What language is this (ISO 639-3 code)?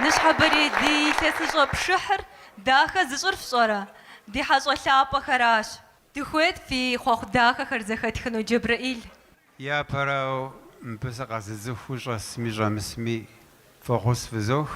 kbd